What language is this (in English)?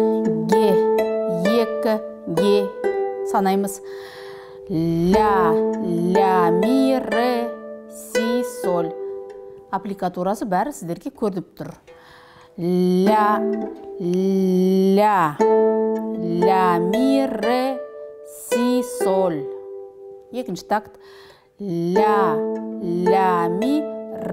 Kazakh